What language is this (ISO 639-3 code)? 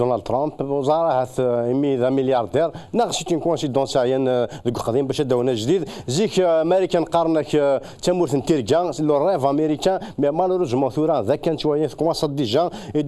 kab